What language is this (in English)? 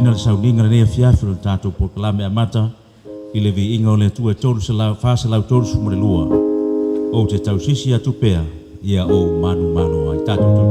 Samoan